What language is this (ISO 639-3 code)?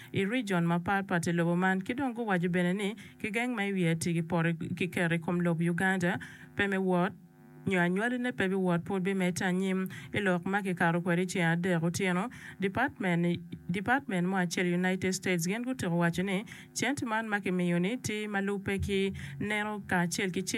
ach